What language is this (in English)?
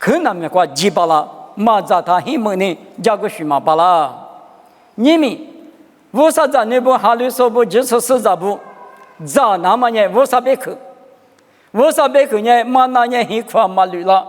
Lisu